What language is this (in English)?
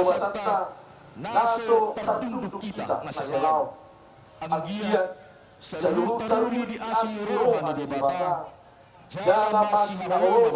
Batak Toba